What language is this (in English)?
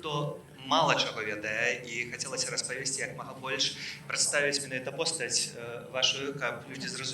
Belarusian